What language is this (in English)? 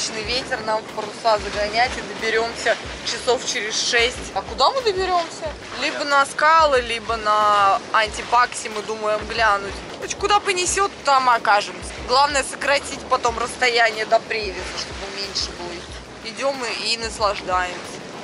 Russian